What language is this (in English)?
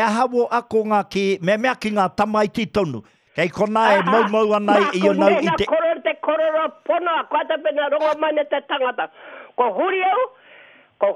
Māori